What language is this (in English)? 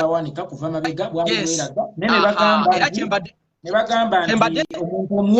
Ganda